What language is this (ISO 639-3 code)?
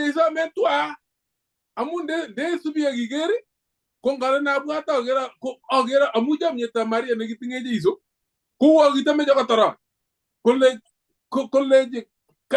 kln